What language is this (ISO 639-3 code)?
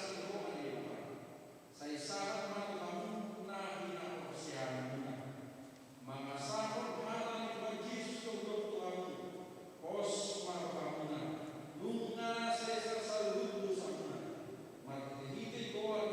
bbc